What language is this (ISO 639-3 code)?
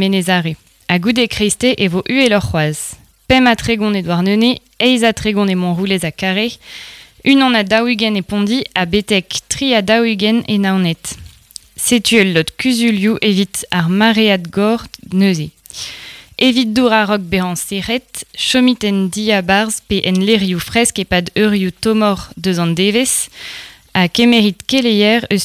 bre